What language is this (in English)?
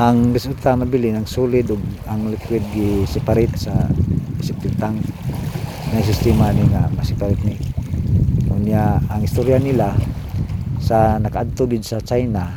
Cebuano